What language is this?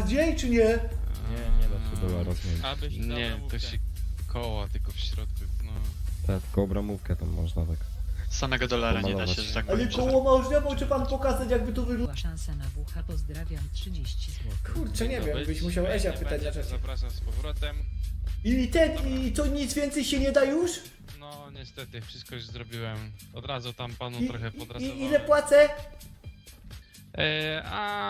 Polish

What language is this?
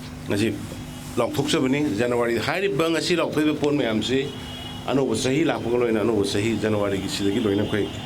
Manipuri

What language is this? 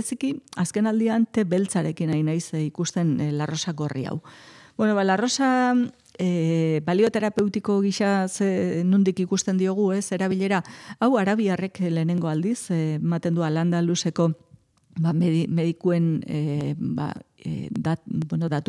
Basque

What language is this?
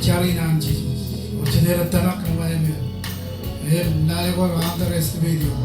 Marshallese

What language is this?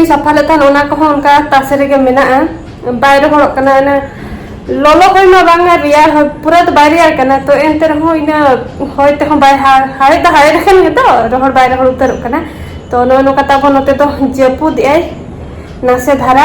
Santali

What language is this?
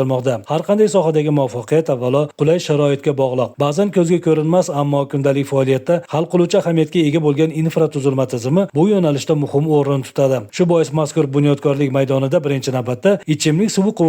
Uzbek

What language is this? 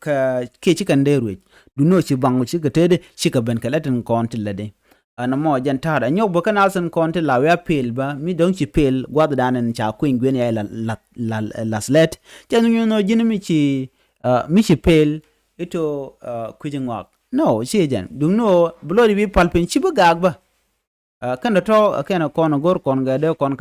Nuer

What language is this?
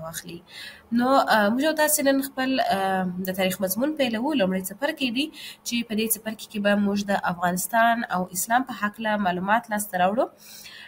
Pashto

